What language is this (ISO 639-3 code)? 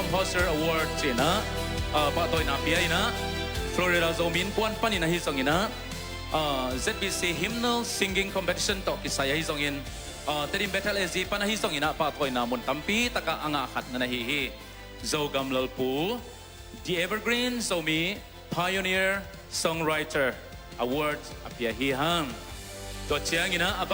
ctd